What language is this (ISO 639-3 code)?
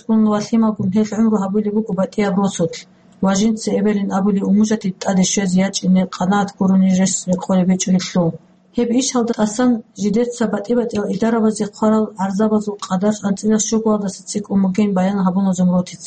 ava